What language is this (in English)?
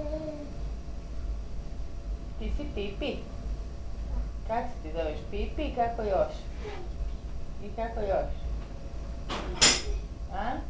Croatian